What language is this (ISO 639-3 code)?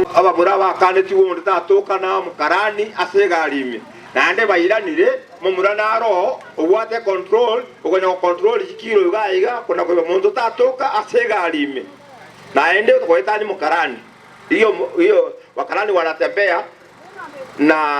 guz